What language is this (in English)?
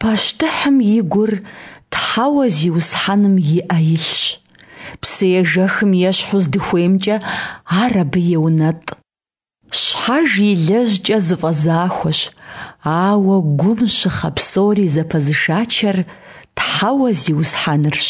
Kabardian